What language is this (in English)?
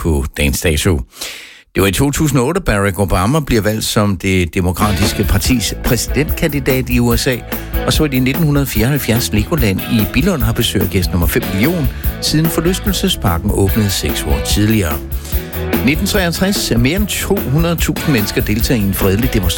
Danish